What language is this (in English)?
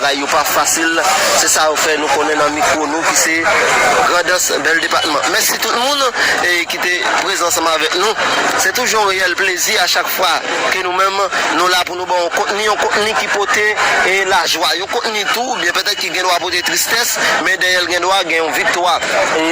Haitian Creole